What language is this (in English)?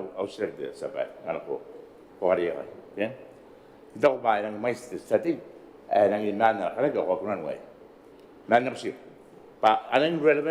Gilbertese